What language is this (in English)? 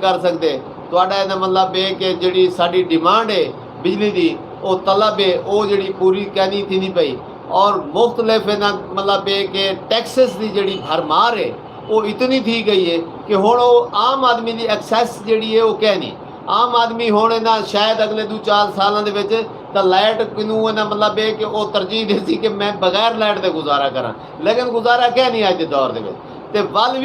Saraiki